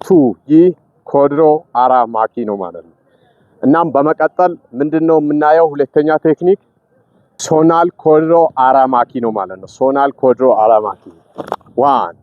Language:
Amharic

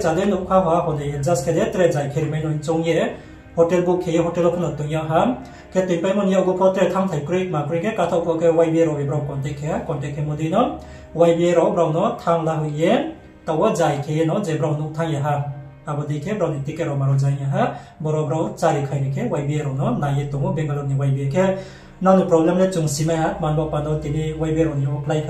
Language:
Riang (India)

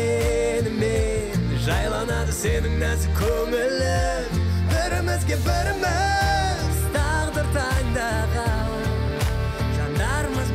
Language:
Kazakh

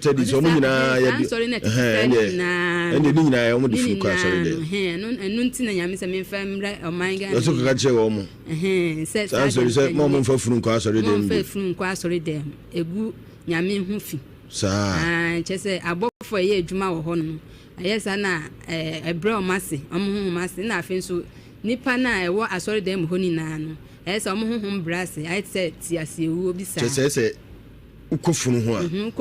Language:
Akan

